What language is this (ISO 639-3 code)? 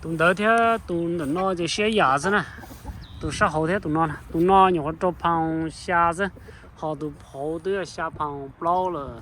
hmn